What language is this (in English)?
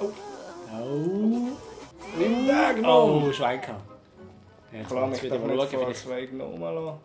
Swiss German